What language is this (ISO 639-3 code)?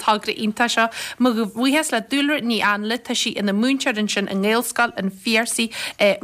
gle